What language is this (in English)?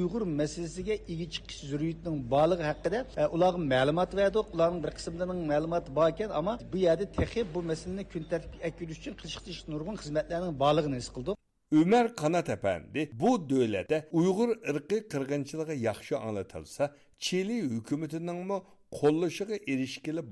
Uyghur